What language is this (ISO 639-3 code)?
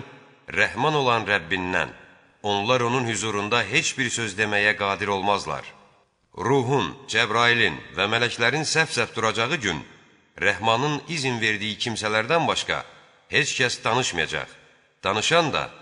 aze